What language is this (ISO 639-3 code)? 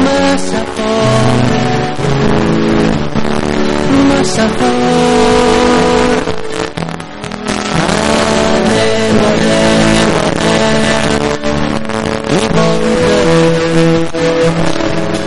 cat